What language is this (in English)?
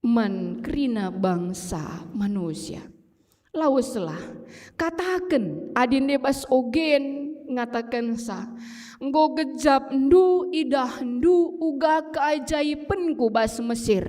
Batak Karo